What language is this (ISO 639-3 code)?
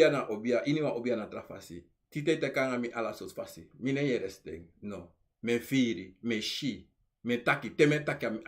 srn